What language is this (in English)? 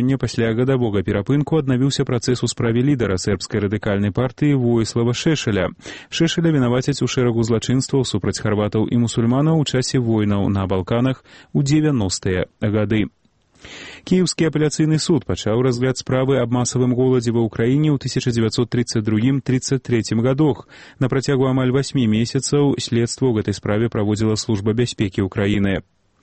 Belarusian